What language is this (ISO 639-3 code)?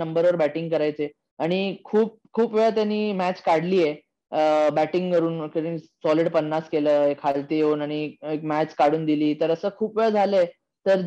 mar